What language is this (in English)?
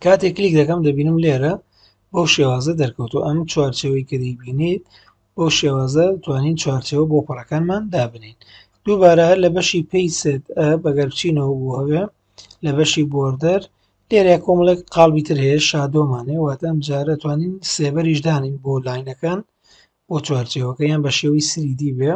Central Kurdish